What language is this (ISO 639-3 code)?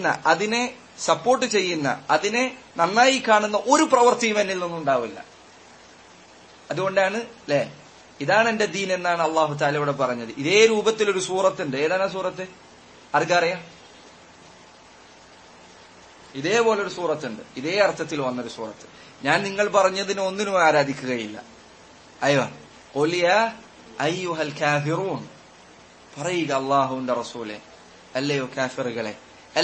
mal